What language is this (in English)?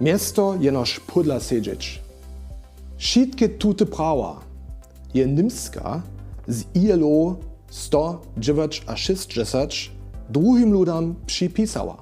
Upper Sorbian